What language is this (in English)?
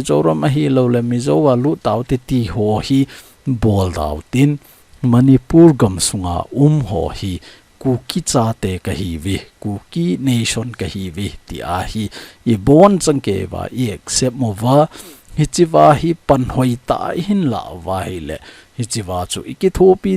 Thado Chin